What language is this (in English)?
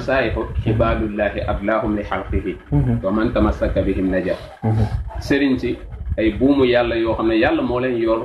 Wolof